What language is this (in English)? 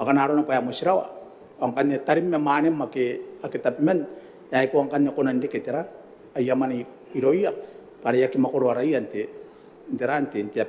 Gilbertese